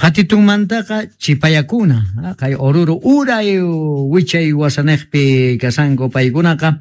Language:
South Bolivian Quechua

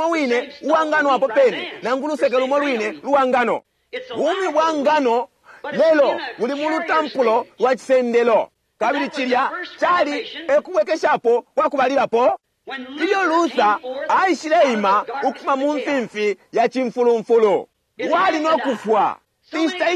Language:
Bemba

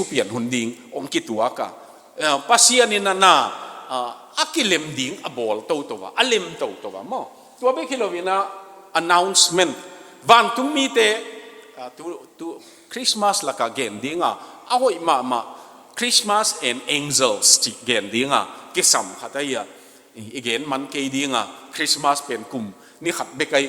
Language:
Tedim Chin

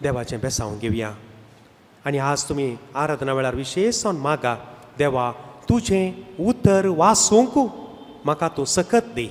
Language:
Konkani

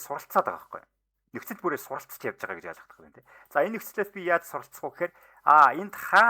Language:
Mongolian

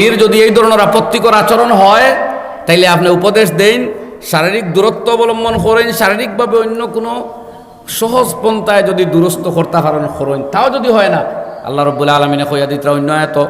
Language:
Sylheti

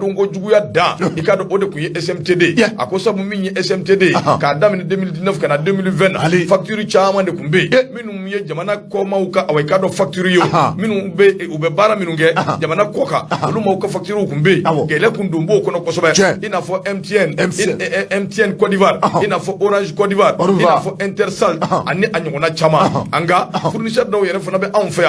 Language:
Bambara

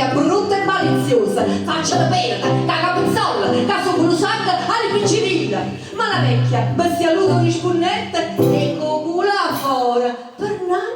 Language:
Neapolitan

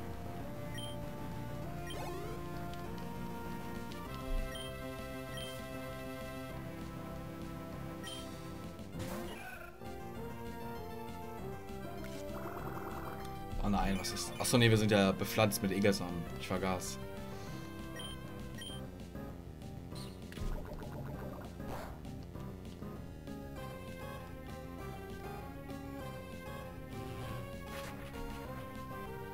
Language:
German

